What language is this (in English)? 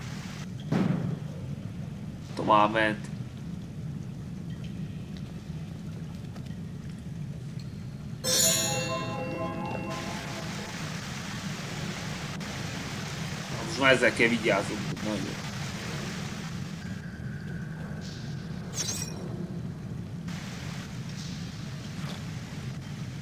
Hungarian